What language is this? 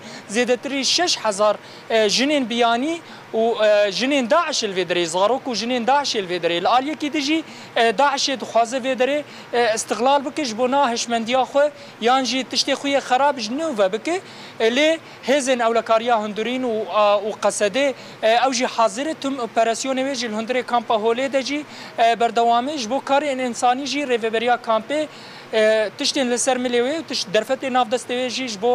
Kurdish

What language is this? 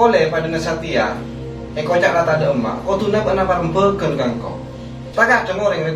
Madurese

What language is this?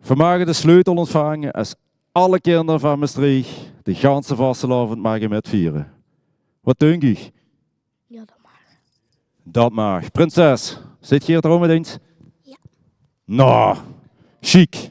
Limburgish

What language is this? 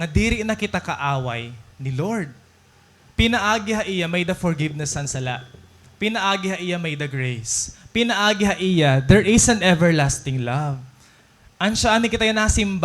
Waray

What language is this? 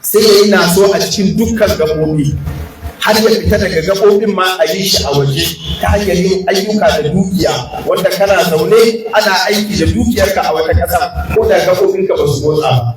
Hausa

